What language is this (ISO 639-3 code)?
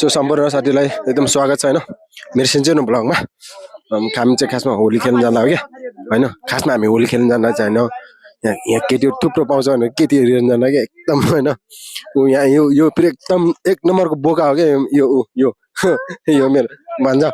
nep